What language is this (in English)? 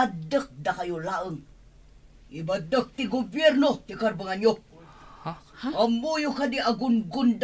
Iloko